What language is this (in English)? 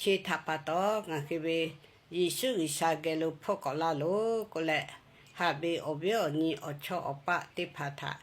Lahu